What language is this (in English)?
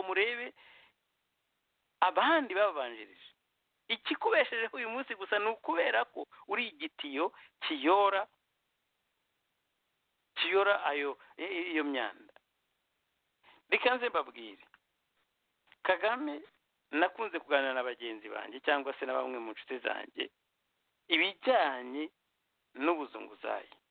Kinyarwanda